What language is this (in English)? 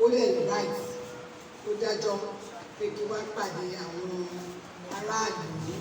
Yoruba